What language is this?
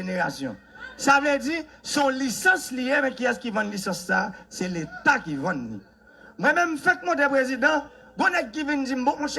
Haitian Creole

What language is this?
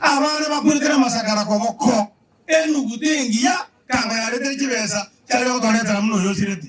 Gusii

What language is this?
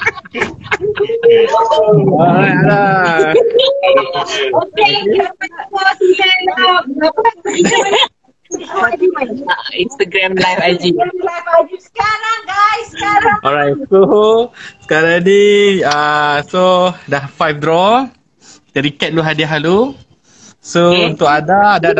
Malay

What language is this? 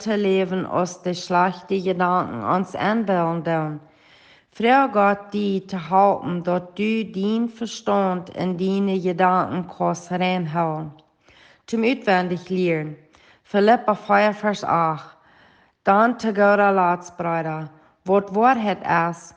Plautdietsch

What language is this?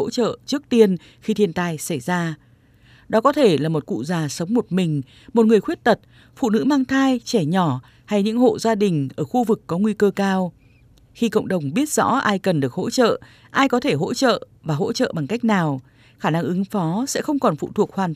Vietnamese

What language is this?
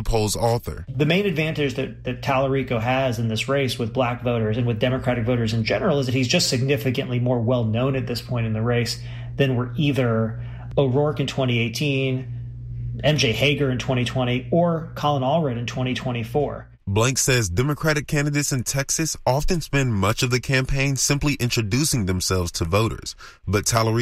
English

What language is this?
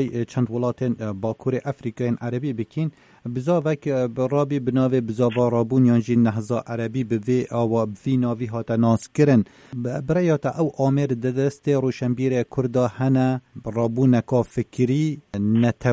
Kurdish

